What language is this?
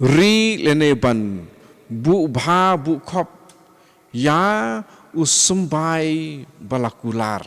Khasi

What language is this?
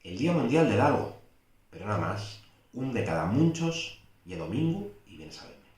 Asturian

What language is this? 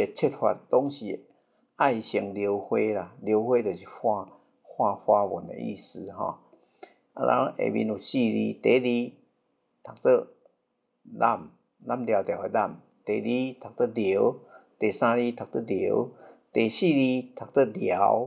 Min Nan Chinese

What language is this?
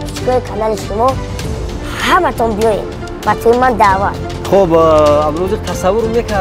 Tajik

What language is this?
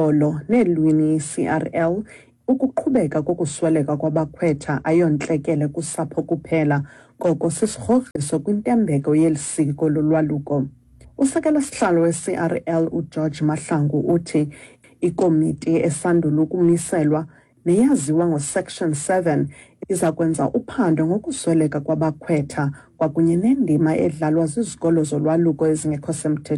Xhosa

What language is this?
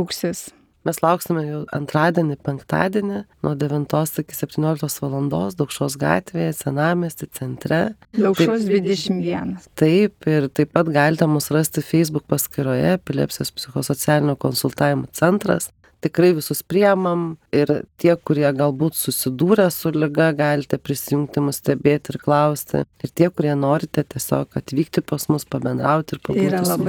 Lithuanian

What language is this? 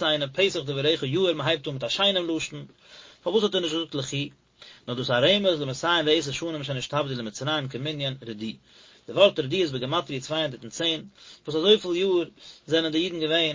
Yiddish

